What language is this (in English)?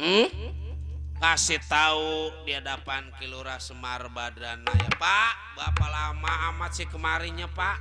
Betawi